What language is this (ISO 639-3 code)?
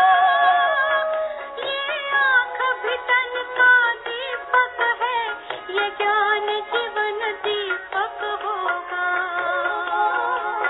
hin